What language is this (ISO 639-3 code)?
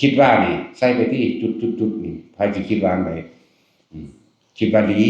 tts